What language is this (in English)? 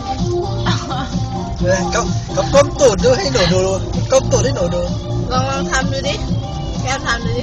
Lao